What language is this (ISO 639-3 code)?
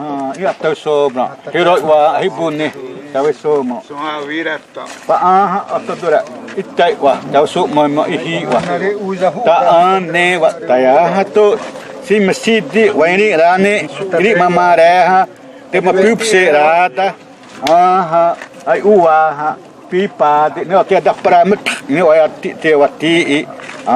xav